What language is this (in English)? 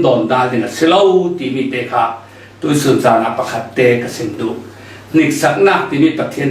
Falam Chin